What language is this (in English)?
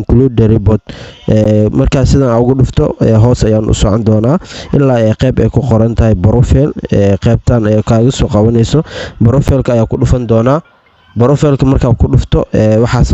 Somali